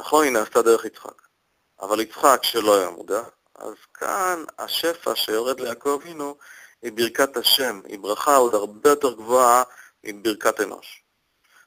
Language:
Hebrew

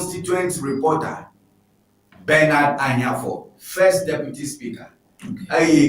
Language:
Ewe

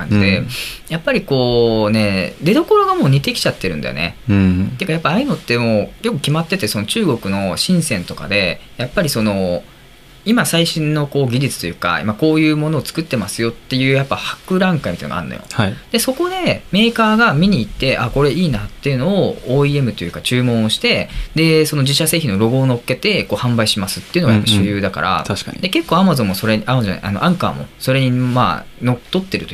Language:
Japanese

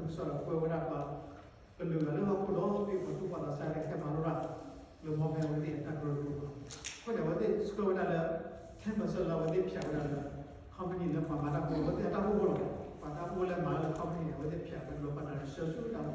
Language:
S'gaw Karen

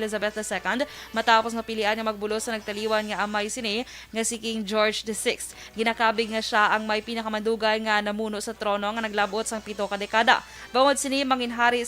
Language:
Hiligaynon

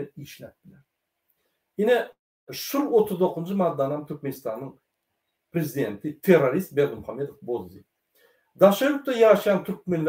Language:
Turkmen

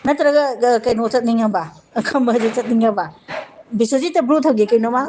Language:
Manipuri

